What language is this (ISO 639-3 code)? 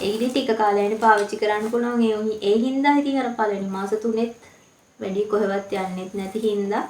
sin